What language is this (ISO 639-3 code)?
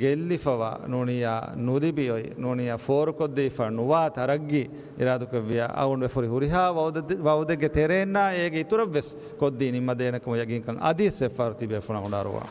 div